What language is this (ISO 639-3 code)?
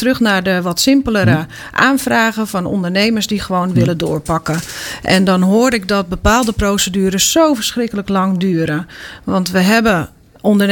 nld